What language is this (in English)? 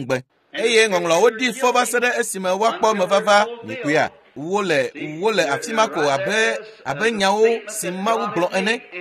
Ewe